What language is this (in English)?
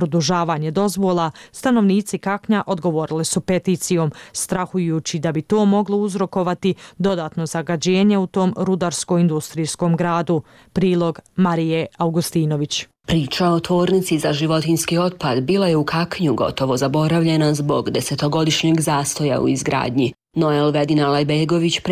Bosnian